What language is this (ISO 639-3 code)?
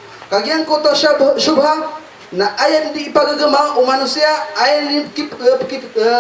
mrw